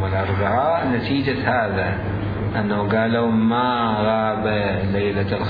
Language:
Mesopotamian Arabic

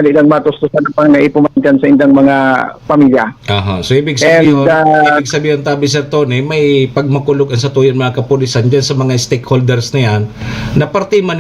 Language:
Bikol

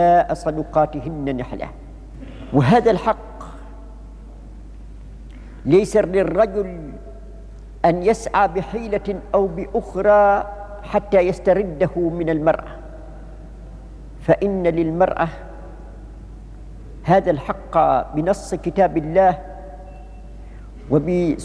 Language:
Arabic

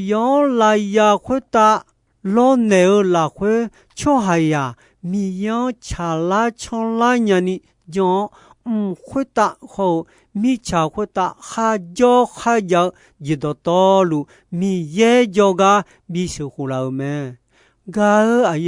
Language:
Akha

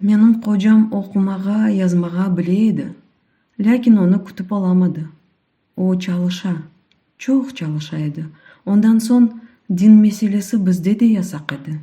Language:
Crimean Tatar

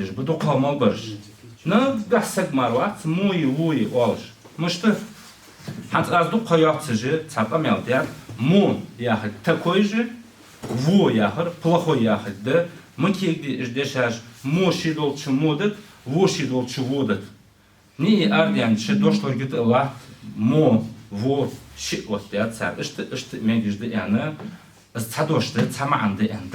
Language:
Ingush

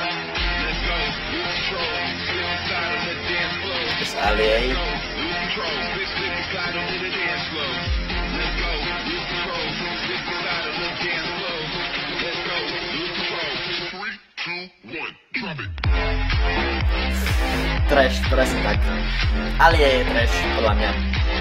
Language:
Slovak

